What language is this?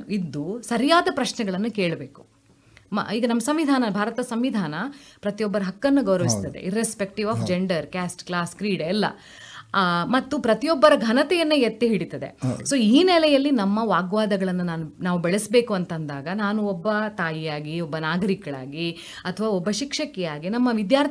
Kannada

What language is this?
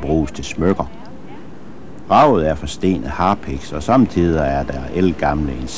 Danish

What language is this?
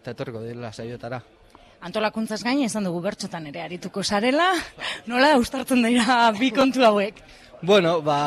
Basque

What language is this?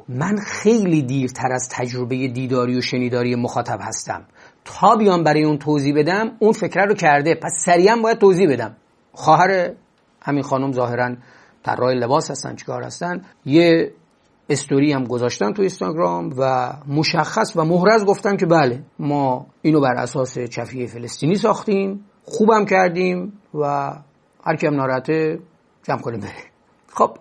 Persian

